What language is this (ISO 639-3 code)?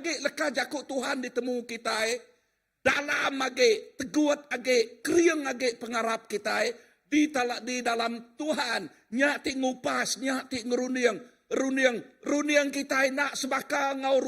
iba